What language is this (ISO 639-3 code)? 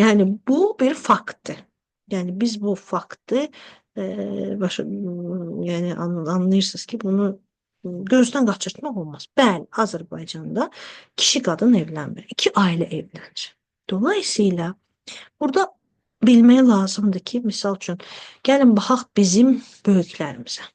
aze